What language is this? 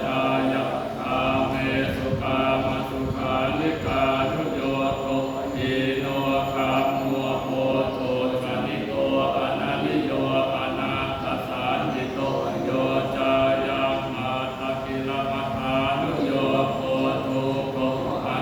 Pali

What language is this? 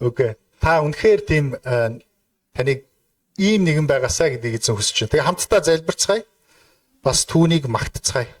Mongolian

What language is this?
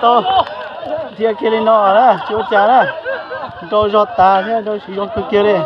Hmong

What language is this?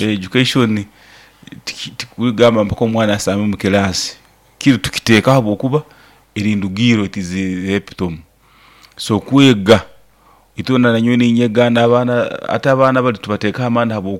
Nyankole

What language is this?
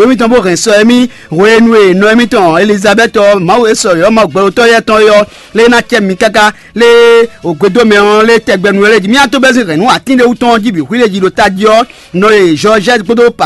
Fon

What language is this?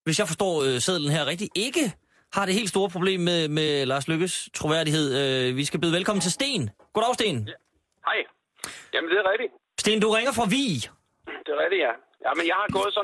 Danish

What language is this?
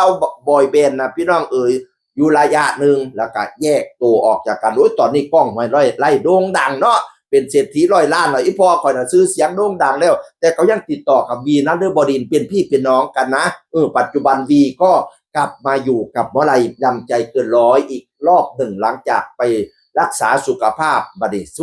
Northeastern Thai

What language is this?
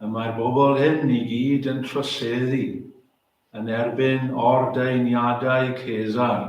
Welsh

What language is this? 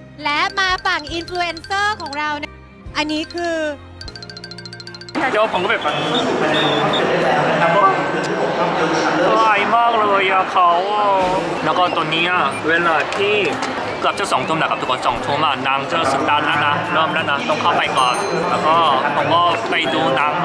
Thai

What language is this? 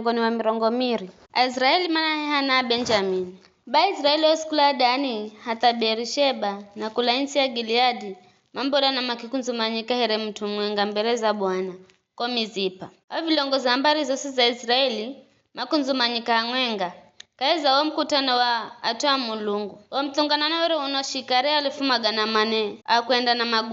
Giryama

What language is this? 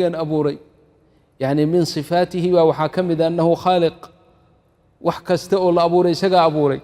Somali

